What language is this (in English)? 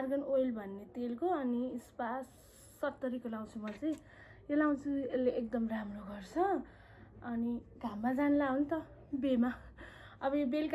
Nepali